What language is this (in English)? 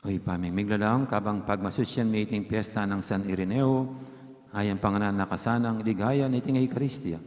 Pampanga